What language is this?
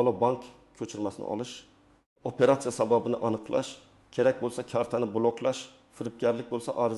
Uzbek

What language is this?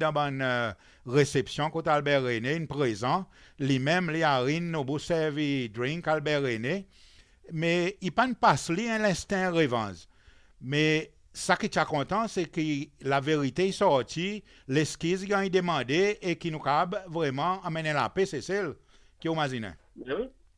Seselwa Creole French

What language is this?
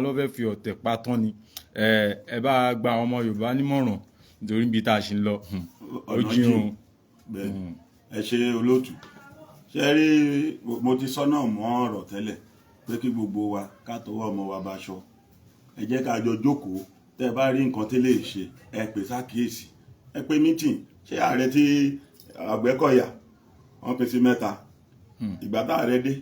Yoruba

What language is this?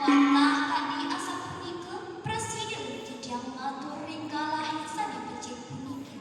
Balinese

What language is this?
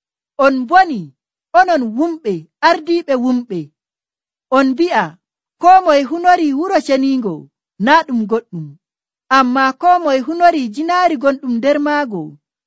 Nigerian Fulfulde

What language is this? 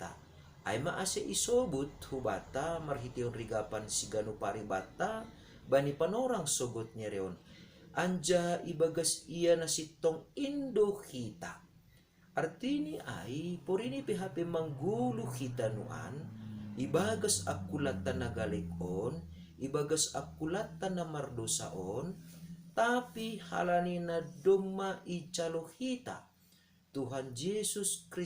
Batak Simalungun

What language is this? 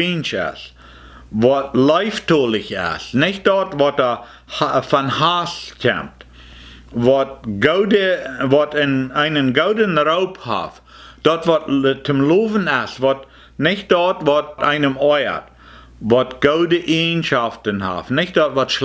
Plautdietsch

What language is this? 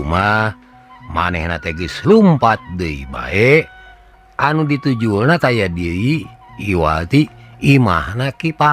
Sundanese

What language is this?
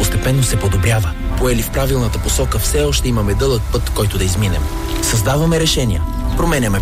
Bulgarian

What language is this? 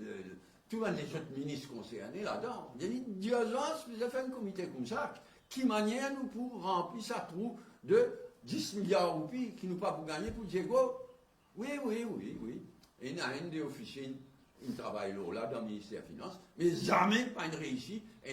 Morisyen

